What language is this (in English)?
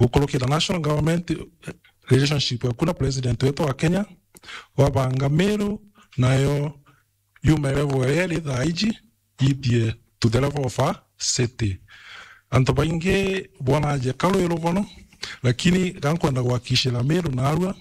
Meru